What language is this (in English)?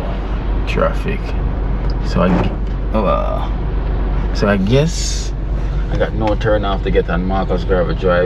Jamaican Creole English